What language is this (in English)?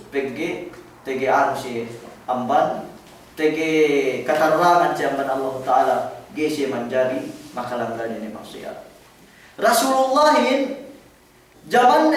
Yakan